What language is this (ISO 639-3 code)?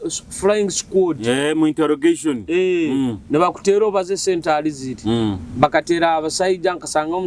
nyo